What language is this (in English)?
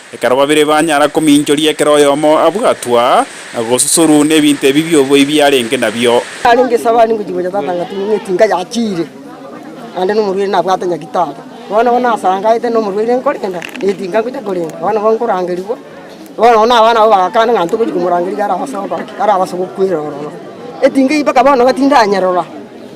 Gusii